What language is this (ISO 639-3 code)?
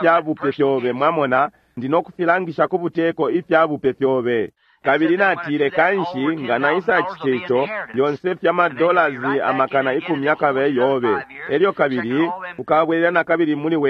bem